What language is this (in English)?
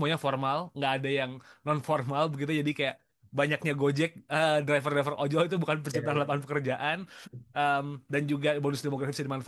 Indonesian